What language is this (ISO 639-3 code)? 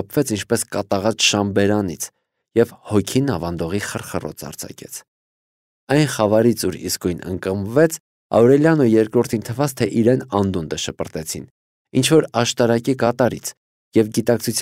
hye